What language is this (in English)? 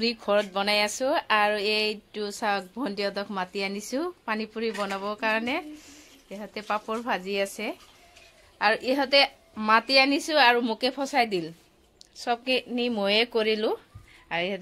Assamese